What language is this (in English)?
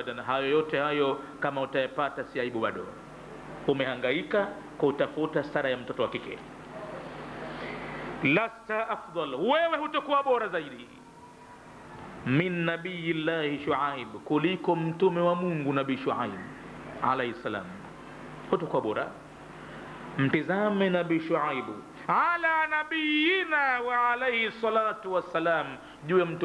Swahili